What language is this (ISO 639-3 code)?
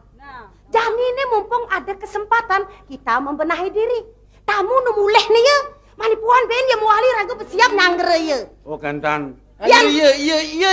ban